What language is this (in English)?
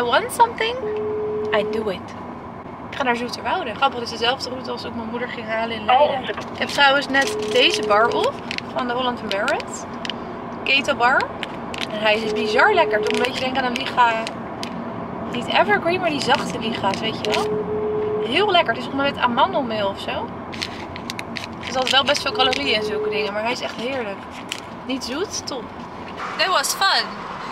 Dutch